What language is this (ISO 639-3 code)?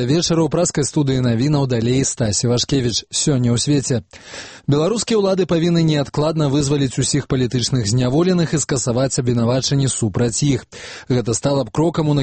bel